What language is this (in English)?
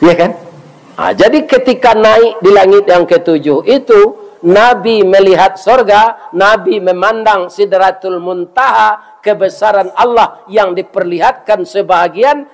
Minangkabau